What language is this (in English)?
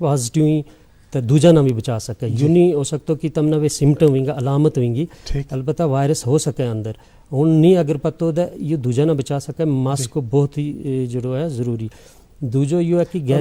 Gujari